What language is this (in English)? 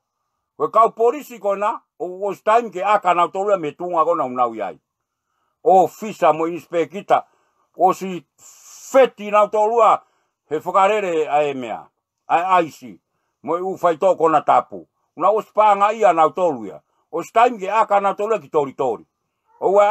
Tongan